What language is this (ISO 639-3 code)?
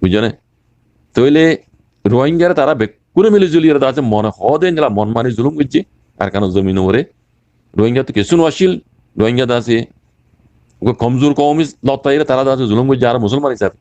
rhg